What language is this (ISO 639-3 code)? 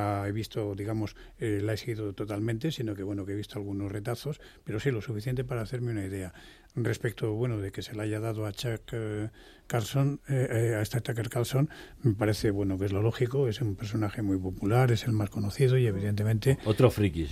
spa